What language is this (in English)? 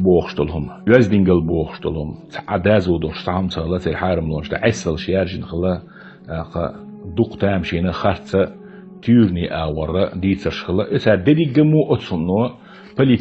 Chechen